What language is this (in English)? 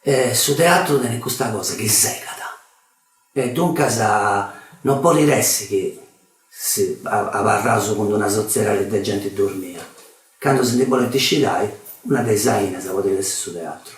Sardinian